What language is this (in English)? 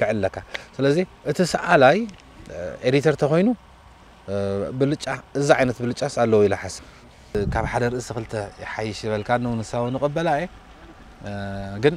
Tigrinya